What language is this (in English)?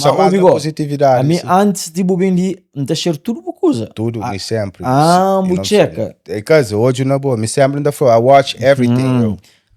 Kabuverdianu